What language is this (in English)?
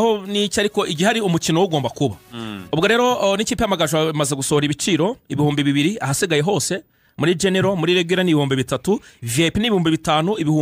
Kinyarwanda